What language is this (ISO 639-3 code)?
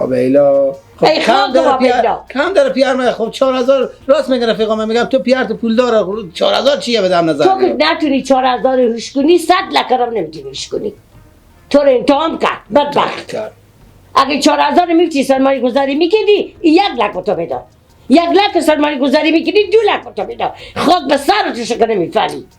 fas